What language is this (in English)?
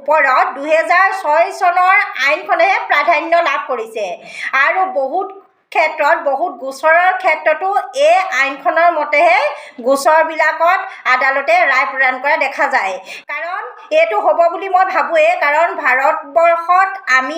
Assamese